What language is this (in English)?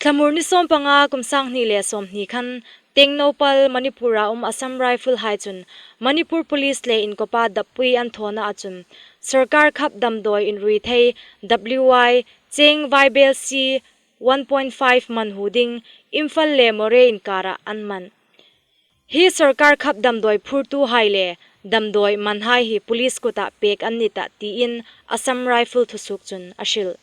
Hmar